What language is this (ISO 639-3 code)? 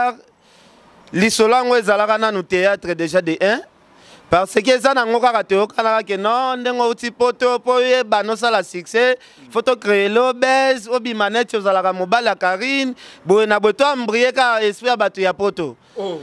lin